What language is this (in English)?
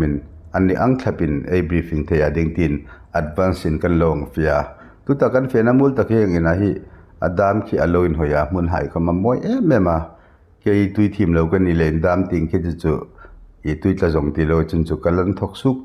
Hmar